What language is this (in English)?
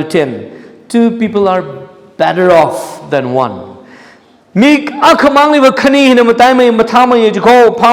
Tangkhul Naga (India)